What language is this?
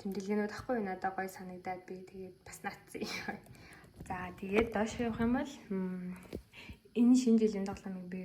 Mongolian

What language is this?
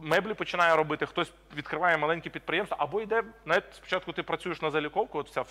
Ukrainian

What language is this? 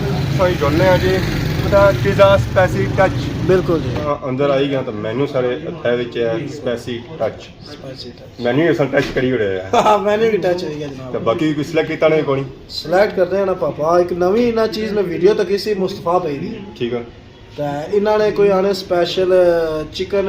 Pahari-Potwari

